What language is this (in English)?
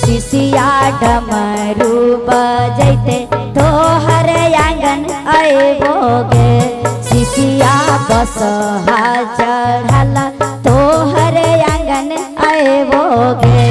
Magahi